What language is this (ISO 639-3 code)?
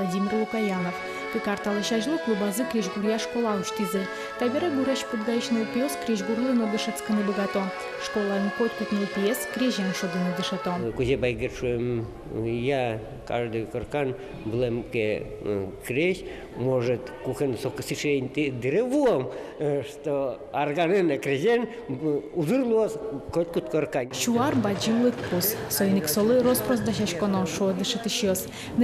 udm